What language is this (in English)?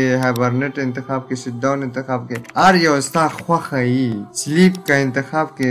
Pashto